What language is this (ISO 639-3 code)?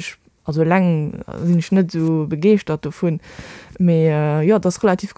ltz